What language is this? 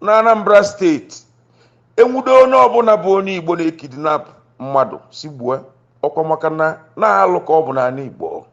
Igbo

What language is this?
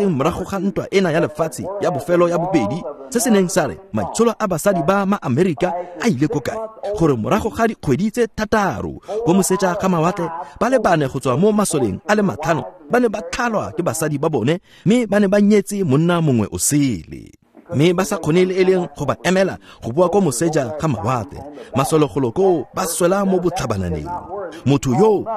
Tswana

